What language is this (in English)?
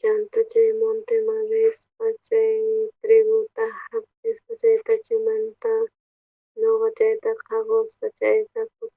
South Bolivian Quechua